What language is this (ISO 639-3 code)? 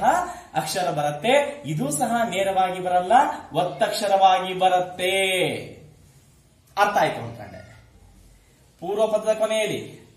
kan